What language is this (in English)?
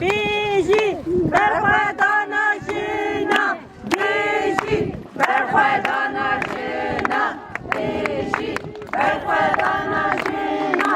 Kurdish